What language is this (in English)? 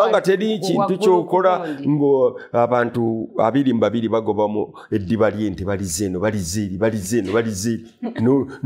Ganda